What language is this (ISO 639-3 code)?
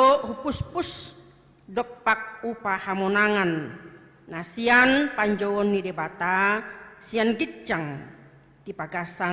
bbc